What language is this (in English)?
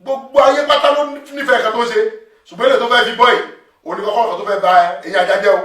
Yoruba